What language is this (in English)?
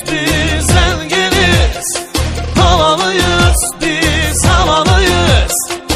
Turkish